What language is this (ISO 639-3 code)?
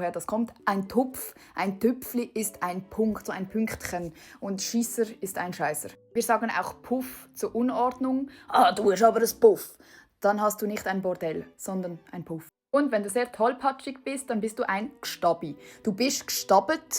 gsw